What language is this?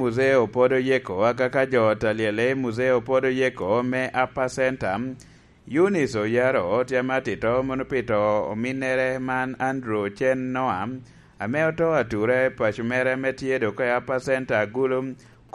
Lango (Uganda)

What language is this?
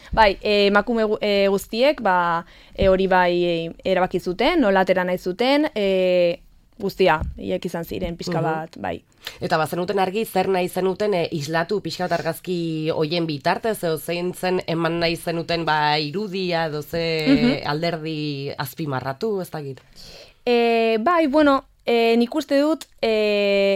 Basque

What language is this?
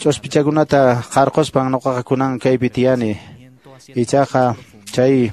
Quechua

